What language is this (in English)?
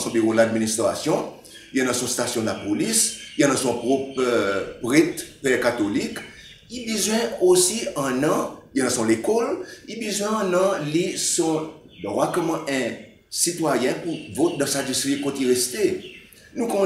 Seselwa Creole French